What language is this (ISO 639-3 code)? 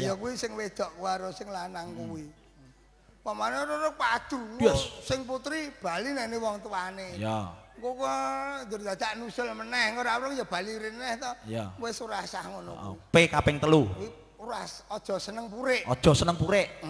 jav